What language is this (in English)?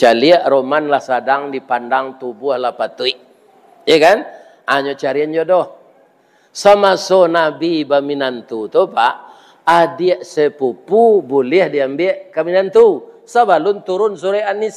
Minangkabau